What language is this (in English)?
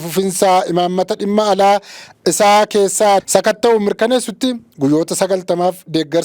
Oromo